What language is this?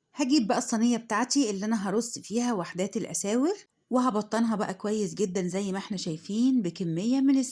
Egyptian Arabic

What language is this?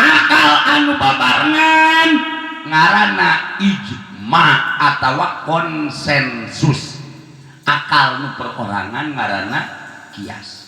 Sundanese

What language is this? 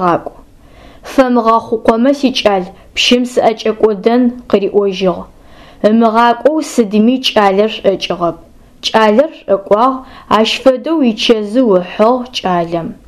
Adyghe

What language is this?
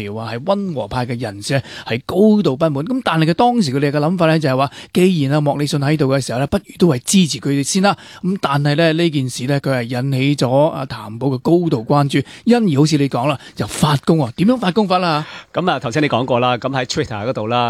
Cantonese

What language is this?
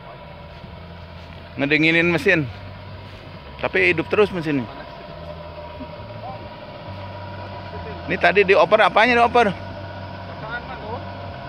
Indonesian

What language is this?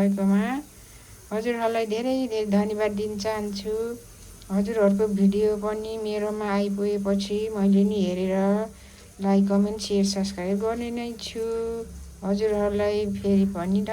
Nepali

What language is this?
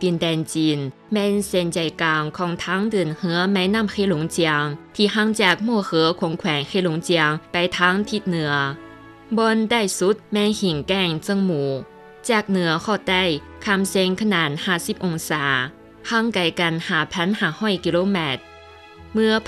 Lao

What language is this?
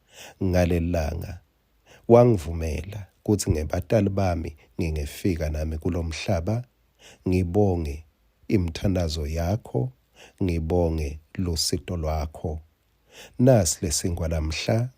Swati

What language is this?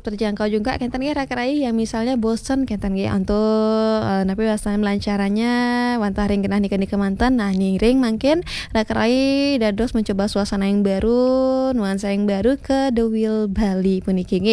Balinese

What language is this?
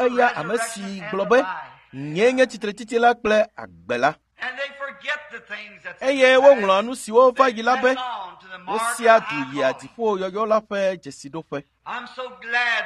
Ewe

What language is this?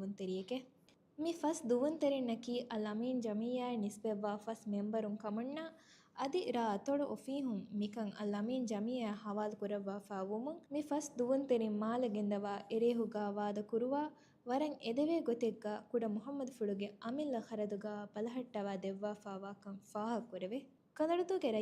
Divehi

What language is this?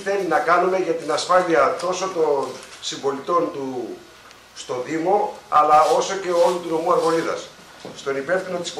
Greek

